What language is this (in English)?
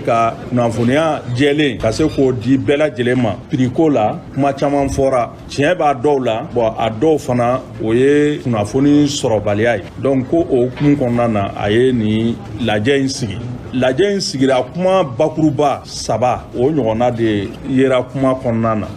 Bambara